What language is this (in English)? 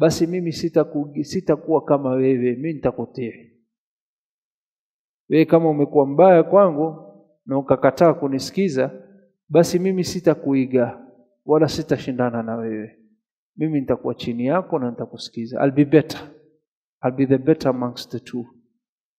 Swahili